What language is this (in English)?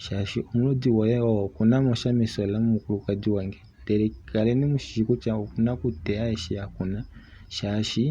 Kuanyama